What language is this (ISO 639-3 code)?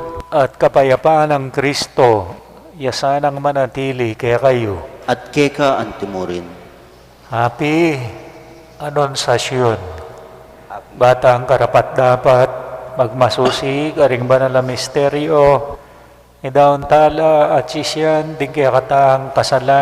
pam